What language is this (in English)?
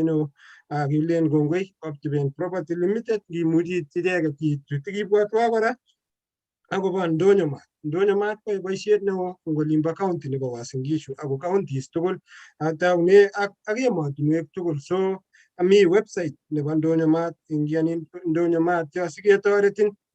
Kalenjin